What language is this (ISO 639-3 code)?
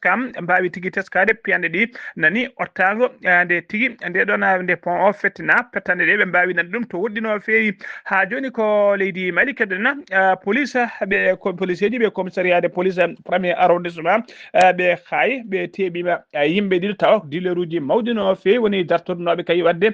ful